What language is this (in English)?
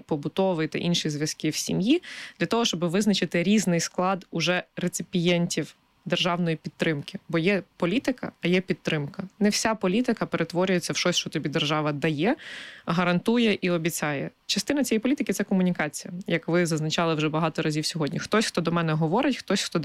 Ukrainian